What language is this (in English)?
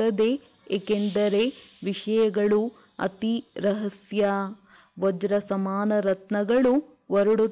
Kannada